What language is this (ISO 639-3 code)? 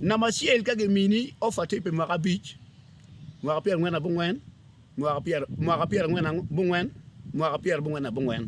ach